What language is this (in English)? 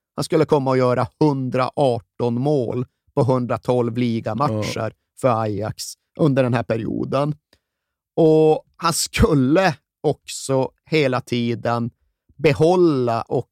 Swedish